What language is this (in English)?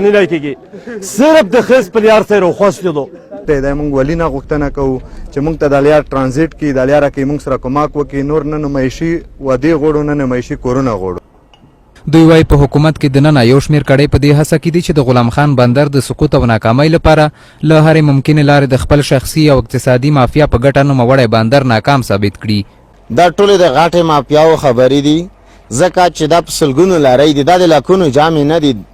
Pashto